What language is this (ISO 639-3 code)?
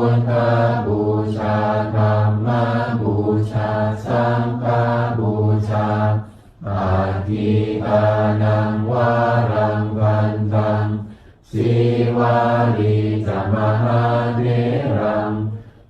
pli